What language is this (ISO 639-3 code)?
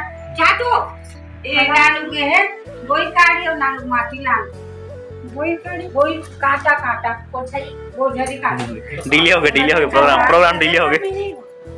hne